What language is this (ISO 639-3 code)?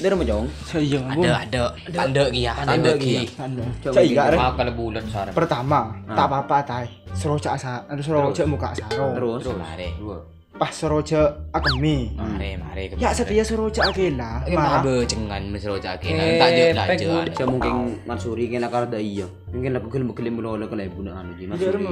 mad